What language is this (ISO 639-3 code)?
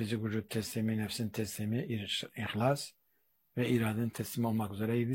tur